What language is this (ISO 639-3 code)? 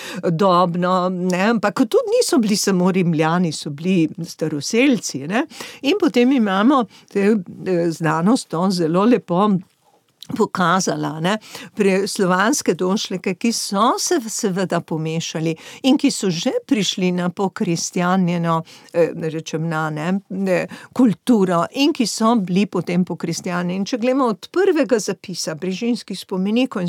slv